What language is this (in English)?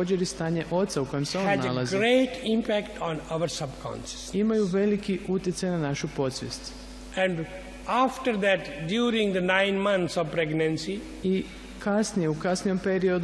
Croatian